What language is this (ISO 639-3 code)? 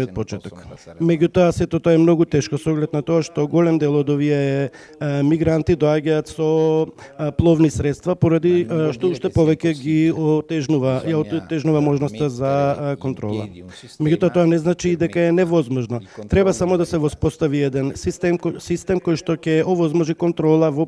mkd